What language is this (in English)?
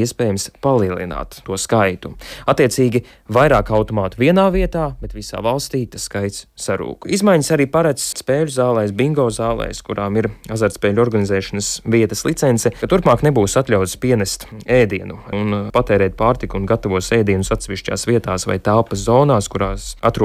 Latvian